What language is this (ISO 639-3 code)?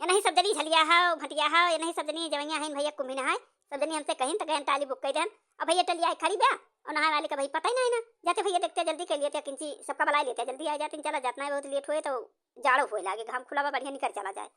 awa